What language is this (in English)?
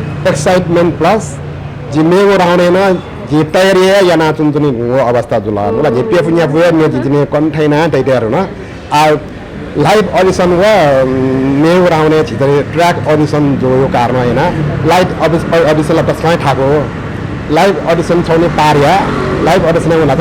Newari